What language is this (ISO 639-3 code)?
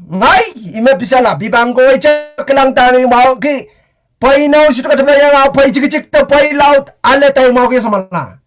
pon